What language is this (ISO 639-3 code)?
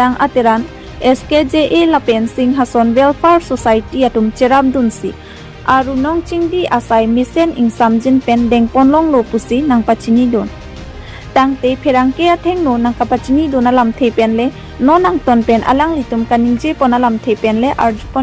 mjw